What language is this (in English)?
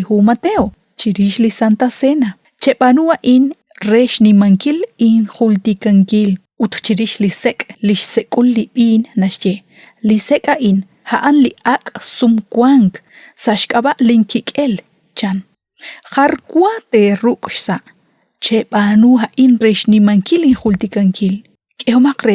Kekchí